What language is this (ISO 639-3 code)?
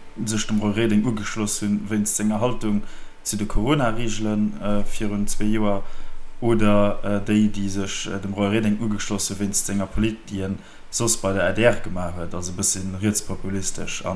ltz